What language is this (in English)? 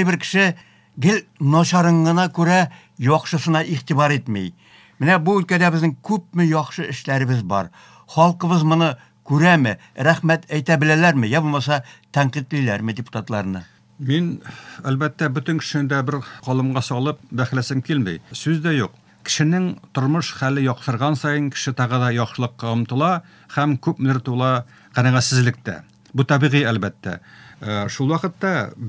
Tatar